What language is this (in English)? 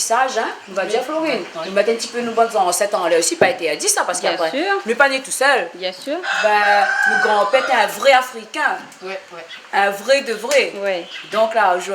Réunion Creole French